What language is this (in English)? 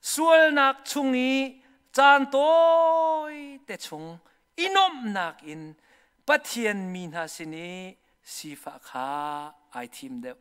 Hakha Chin